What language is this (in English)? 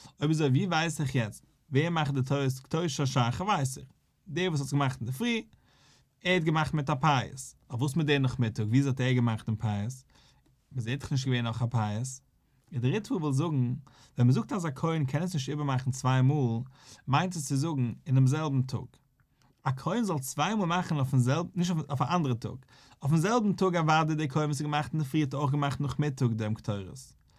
Yiddish